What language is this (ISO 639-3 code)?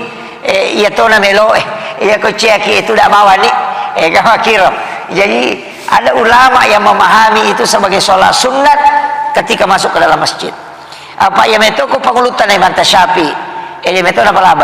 bug